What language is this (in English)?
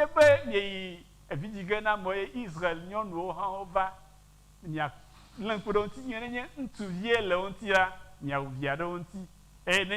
Ewe